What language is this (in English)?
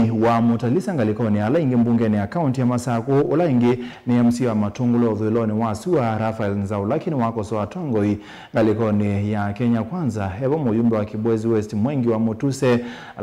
Kamba